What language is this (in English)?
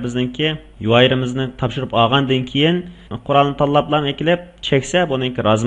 Uyghur